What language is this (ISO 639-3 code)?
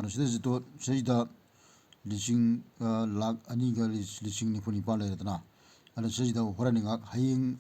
mni